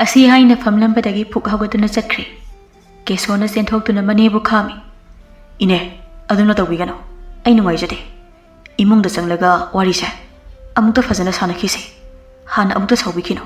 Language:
Manipuri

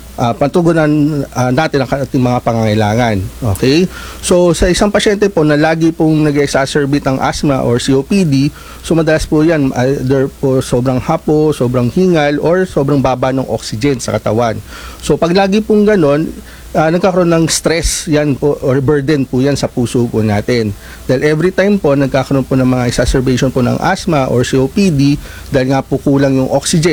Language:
Filipino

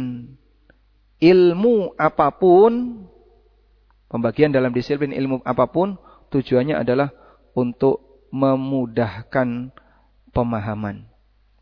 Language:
Indonesian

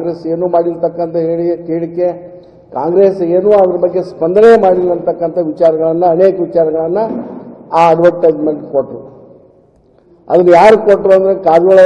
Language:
Kannada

